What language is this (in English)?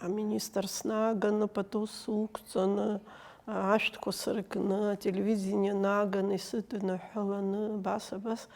Abkhazian